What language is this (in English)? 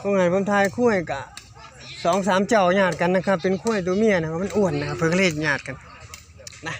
Northeastern Thai